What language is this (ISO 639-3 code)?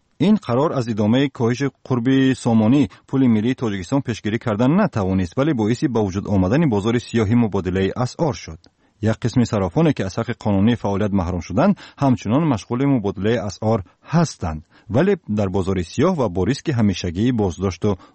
tgk